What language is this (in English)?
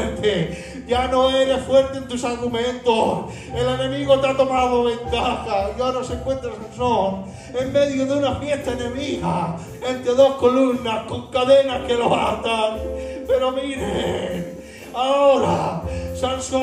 Spanish